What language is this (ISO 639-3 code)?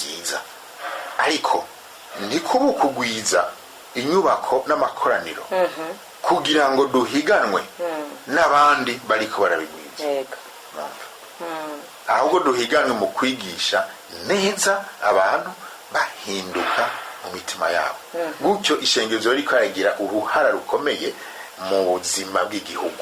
run